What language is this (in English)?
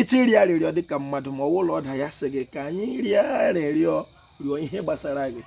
Igbo